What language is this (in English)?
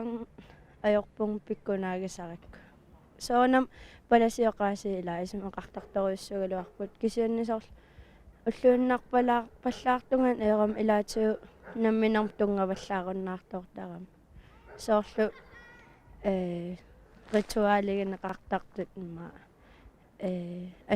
Kalaallisut